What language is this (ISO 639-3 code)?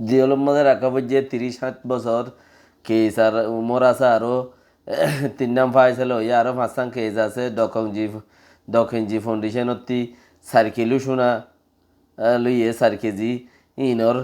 rhg